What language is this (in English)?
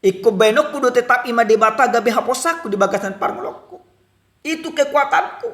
Batak Toba